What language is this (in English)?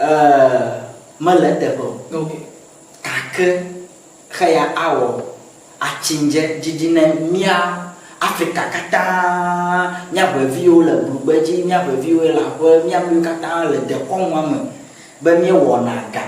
Ewe